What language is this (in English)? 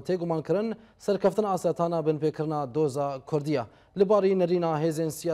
Kurdish